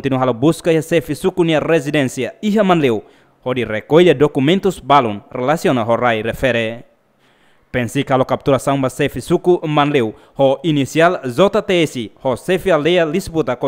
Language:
Tetum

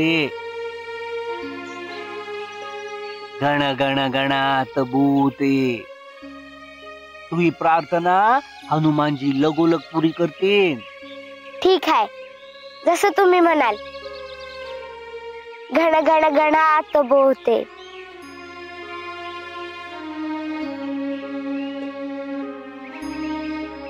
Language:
Marathi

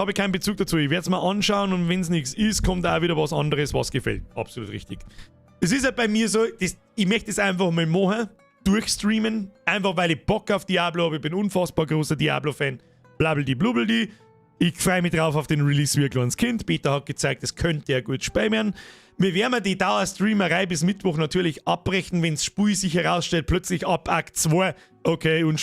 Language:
Bavarian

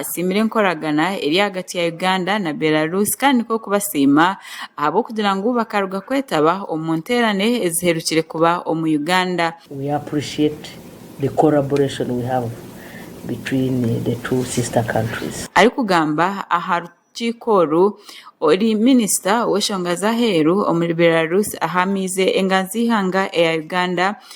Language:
Nyankole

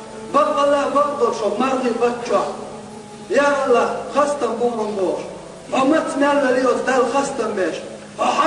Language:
Chechen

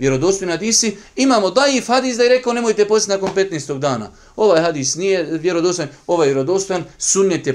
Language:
Bosnian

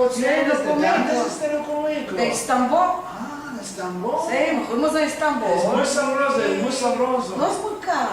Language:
Ladino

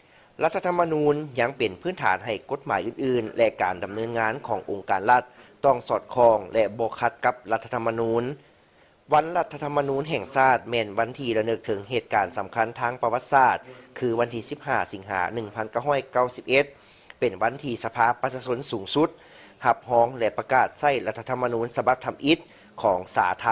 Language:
Lao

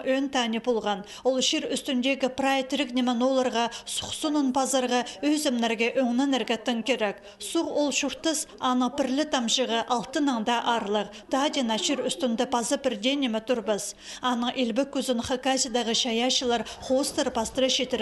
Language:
Khakas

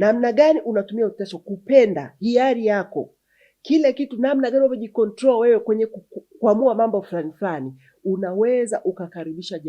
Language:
Swahili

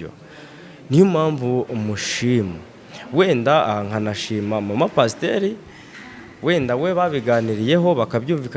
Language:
Kinyarwanda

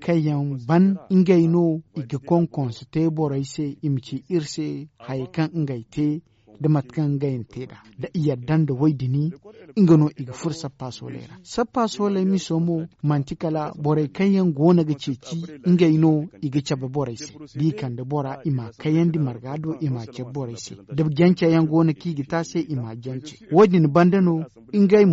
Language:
Zarma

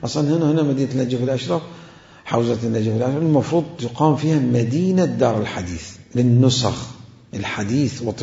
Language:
Mesopotamian Arabic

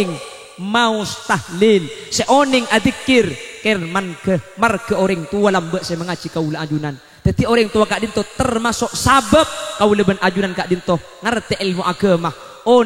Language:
Madurese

